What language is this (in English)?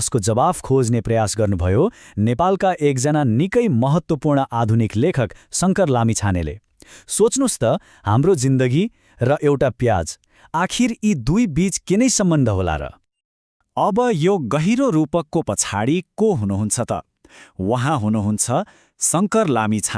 Nepali